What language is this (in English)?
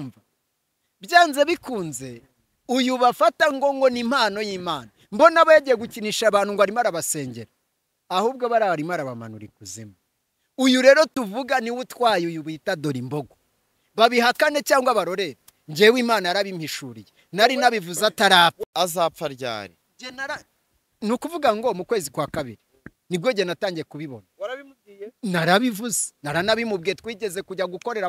Kinyarwanda